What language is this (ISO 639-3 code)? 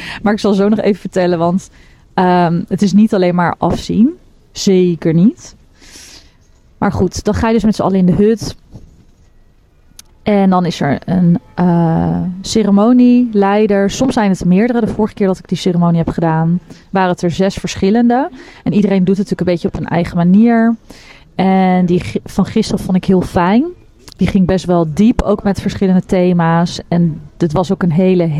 nld